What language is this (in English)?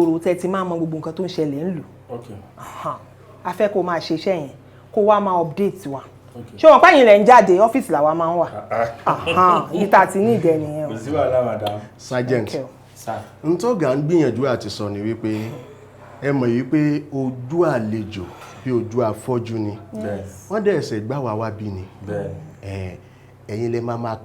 Yoruba